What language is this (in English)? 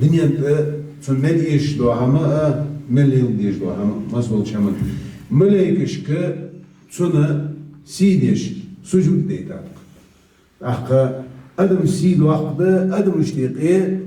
Ingush